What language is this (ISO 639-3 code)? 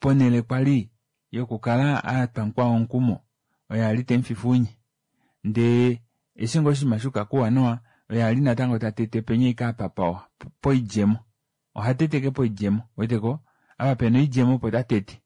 kua